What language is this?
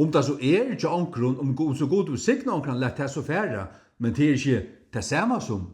Faroese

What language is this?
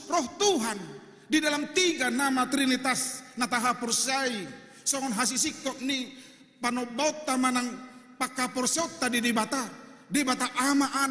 Batak Toba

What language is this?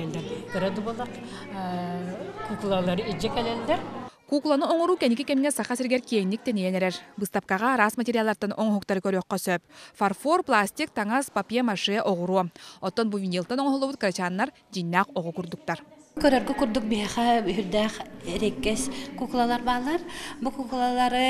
Yakut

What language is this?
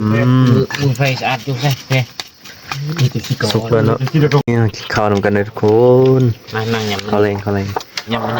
Northeastern Thai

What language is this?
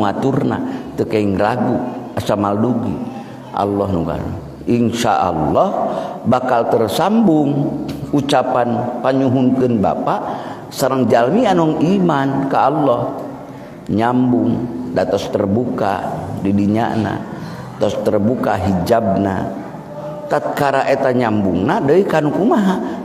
Sundanese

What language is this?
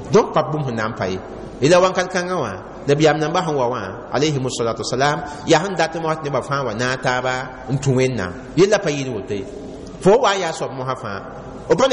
Mossi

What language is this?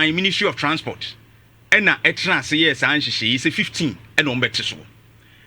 Akan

